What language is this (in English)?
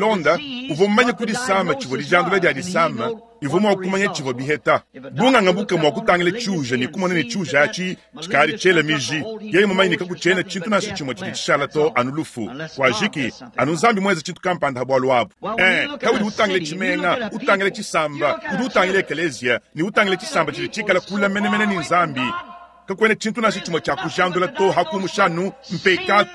Luba-Lulua